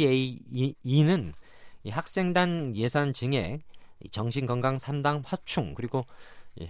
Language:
Korean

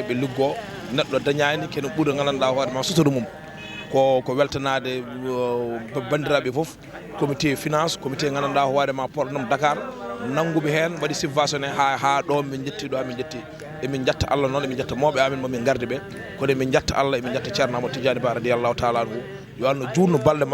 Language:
Fula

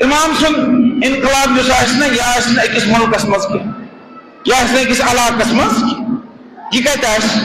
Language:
Kashmiri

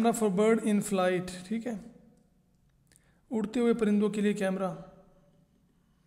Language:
Hindi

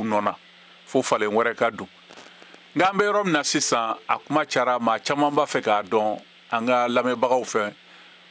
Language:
Bambara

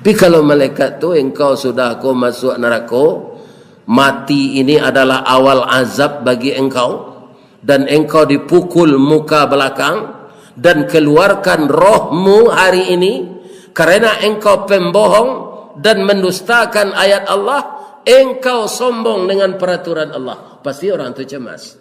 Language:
Minangkabau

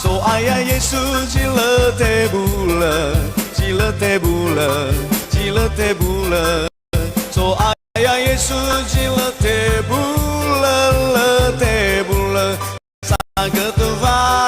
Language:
Nias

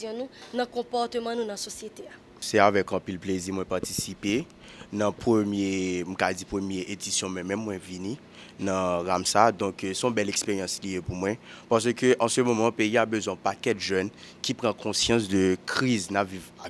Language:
Haitian Creole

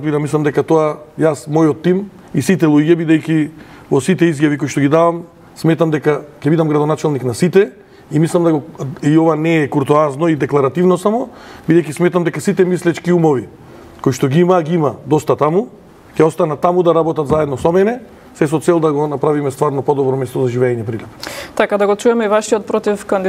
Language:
Macedonian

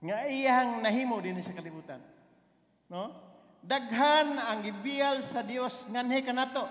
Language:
Cebuano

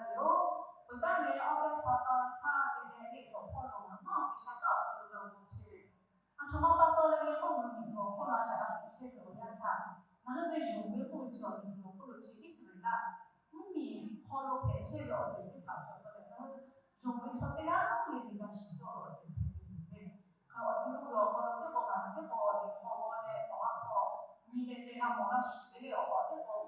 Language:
Lahu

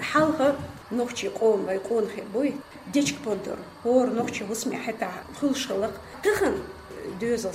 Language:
Chechen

